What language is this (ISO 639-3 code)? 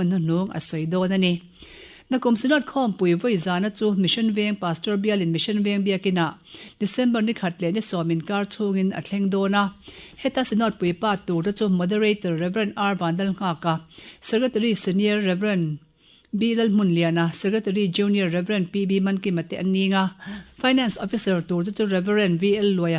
lus